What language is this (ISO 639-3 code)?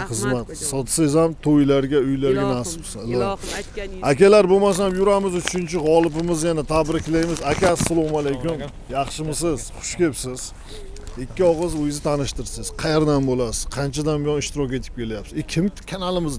uzb